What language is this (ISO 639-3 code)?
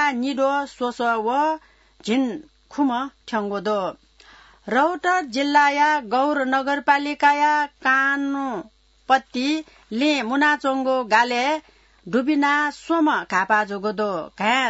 new